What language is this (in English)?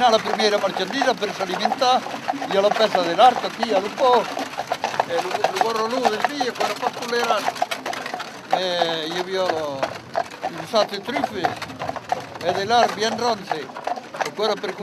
Occitan